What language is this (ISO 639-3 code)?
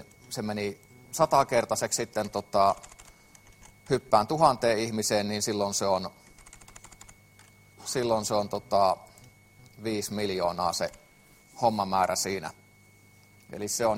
fin